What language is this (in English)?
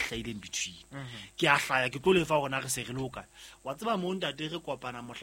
Southern Sotho